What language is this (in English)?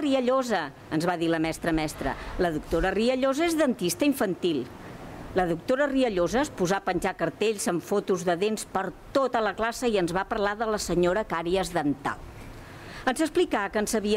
Catalan